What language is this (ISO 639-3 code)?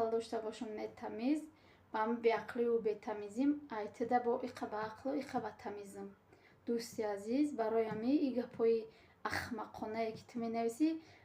tgk